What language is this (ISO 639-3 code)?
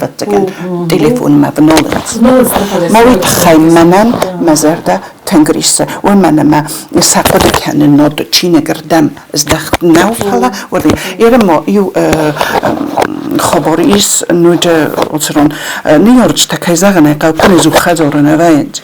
oss